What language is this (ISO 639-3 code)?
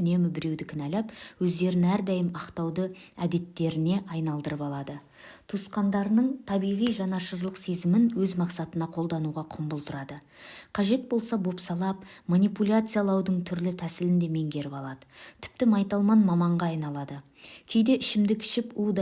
kaz